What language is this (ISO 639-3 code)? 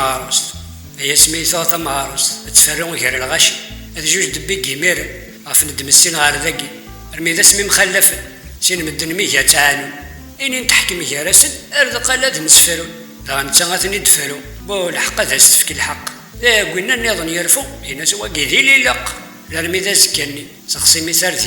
kab